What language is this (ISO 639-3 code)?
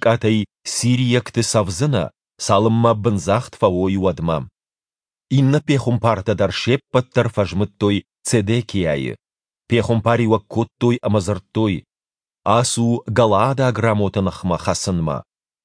oss